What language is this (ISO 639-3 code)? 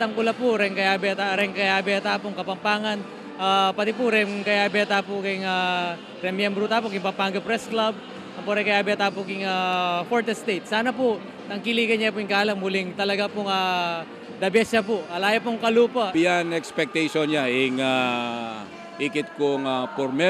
pam